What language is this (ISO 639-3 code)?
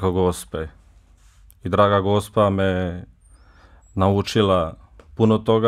bos